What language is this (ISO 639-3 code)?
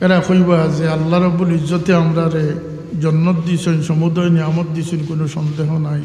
syl